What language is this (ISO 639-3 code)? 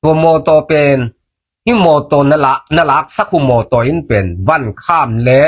ctd